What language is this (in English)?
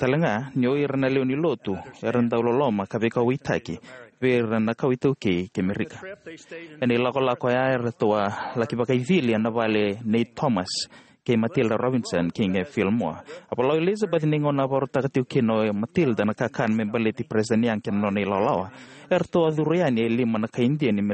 Fijian